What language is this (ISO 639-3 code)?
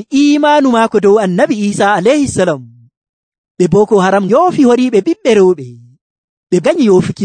fuv